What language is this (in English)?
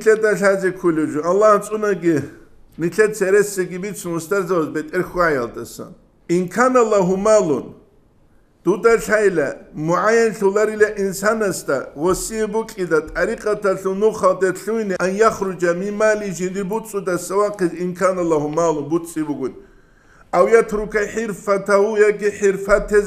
Avaric